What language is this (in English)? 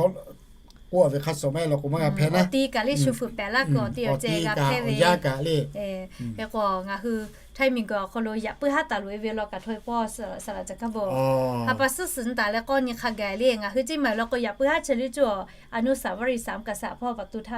Lahu